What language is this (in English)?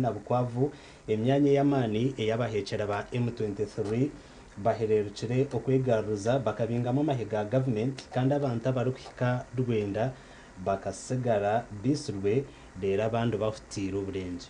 Nyankole